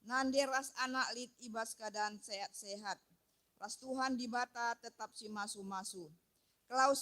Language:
Batak Karo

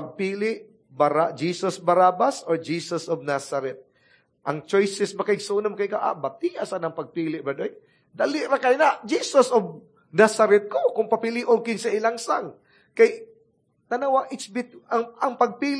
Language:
Cebuano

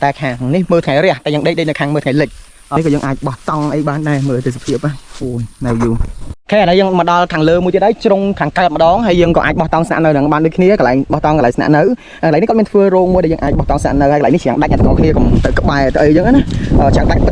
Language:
Khmer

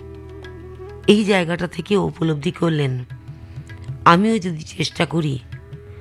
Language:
Bangla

